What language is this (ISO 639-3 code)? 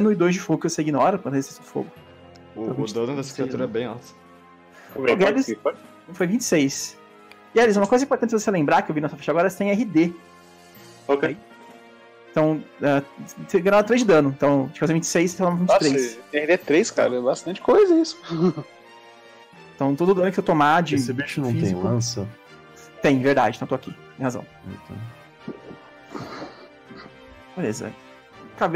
por